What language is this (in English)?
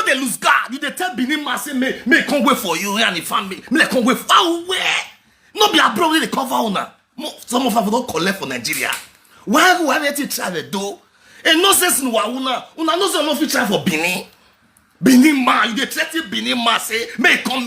Nigerian Pidgin